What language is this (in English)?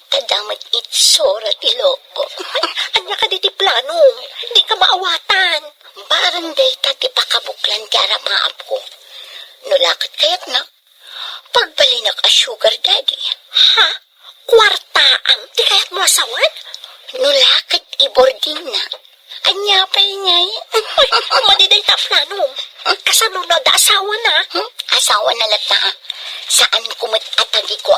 Iloko